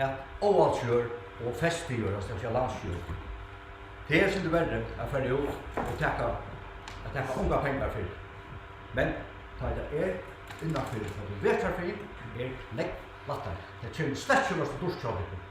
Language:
Faroese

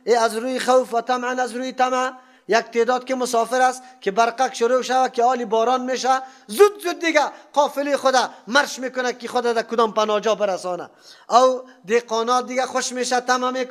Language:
Persian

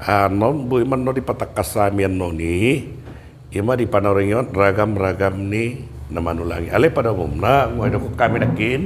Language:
Batak Toba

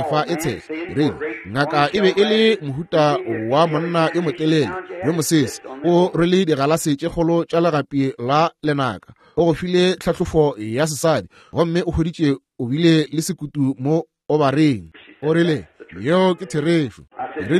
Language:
Northern Sotho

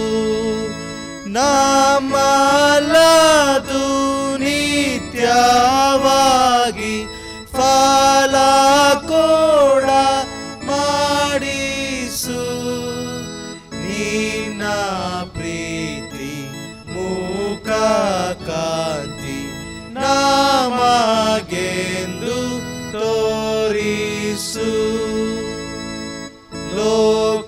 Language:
Kannada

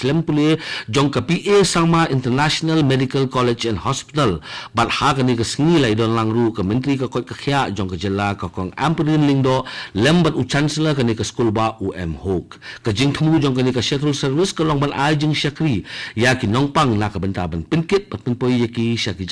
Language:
Khasi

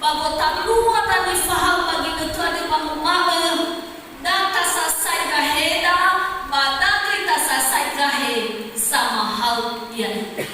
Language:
Nias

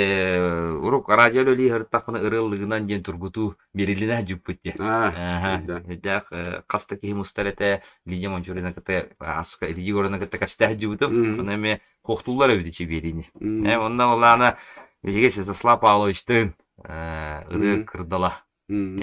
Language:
Yakut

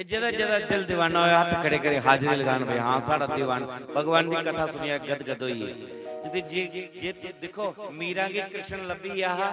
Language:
Dogri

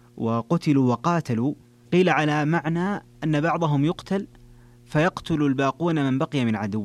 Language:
Arabic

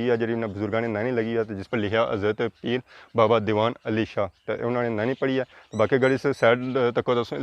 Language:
Pahari-Potwari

